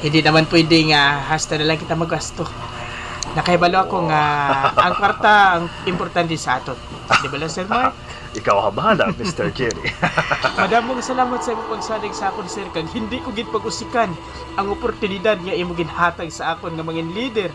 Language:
Hiligaynon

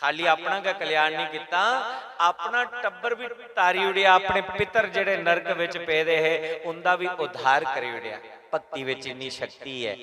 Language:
Dogri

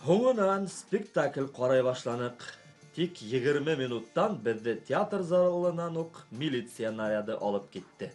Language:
Bashkir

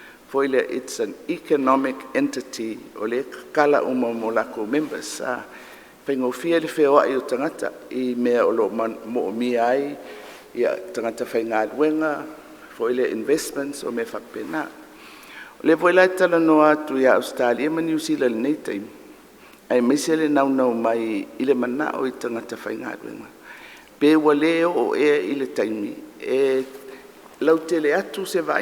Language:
Samoan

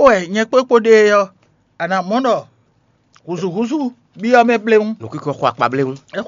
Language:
Fon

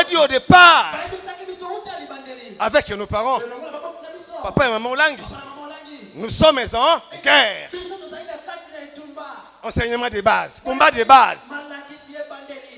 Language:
French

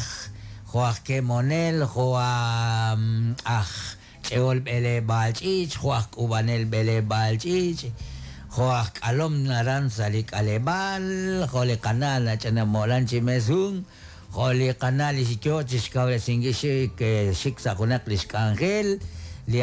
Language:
Kekchí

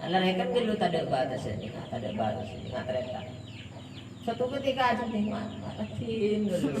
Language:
Madurese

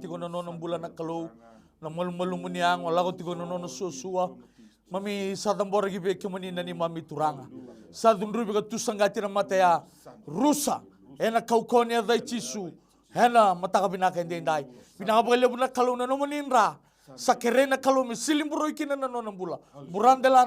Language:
Fijian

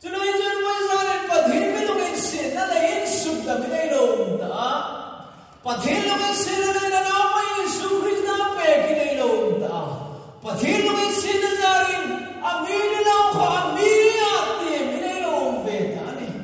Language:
Hmar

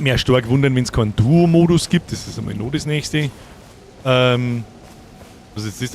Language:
Bavarian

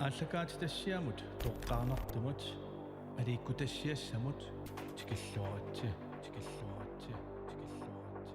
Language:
Kalaallisut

